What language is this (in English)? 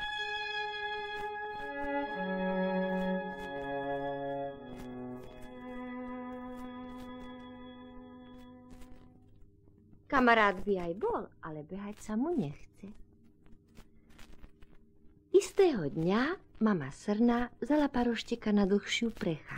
Slovak